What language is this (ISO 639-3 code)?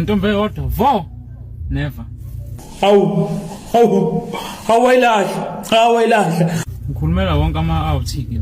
zul